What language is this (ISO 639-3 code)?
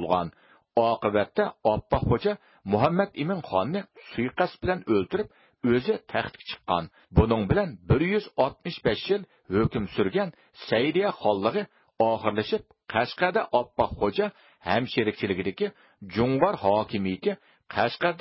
uig